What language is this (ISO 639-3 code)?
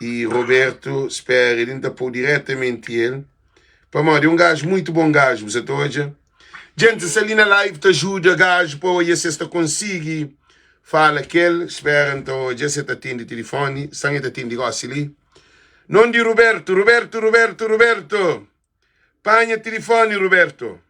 kea